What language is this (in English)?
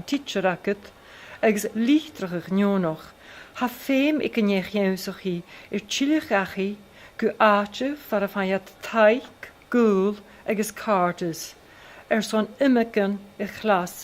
Scottish Gaelic